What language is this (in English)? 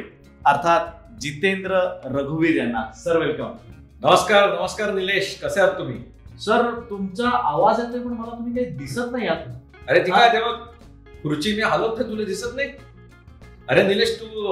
Marathi